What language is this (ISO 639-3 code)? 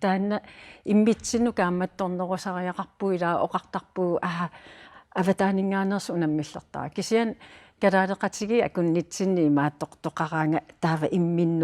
kal